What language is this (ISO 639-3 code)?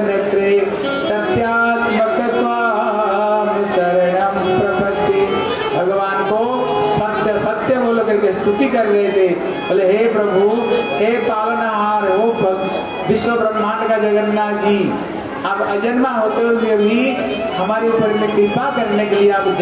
hin